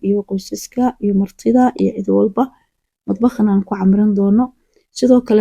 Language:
Somali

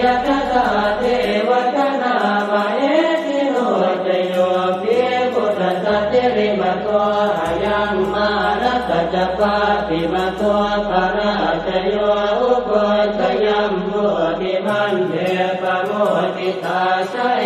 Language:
Pali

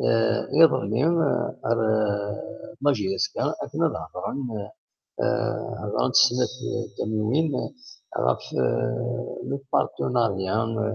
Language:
Kabyle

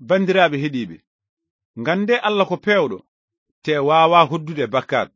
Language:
Fula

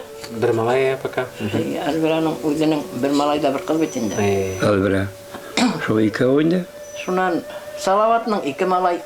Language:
Bashkir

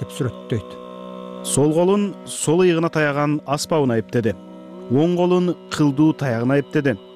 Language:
Kyrgyz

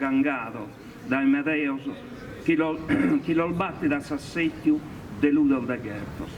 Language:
Sardinian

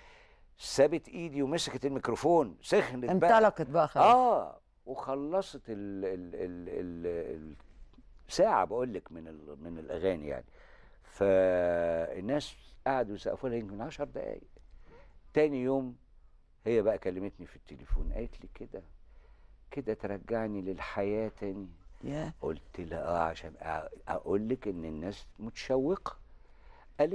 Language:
Egyptian Arabic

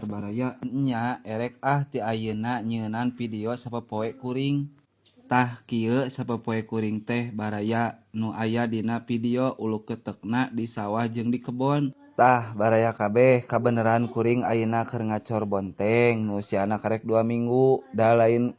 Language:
Sundanese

